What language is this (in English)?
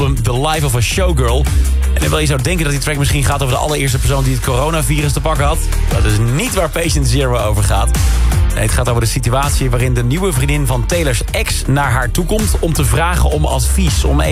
Dutch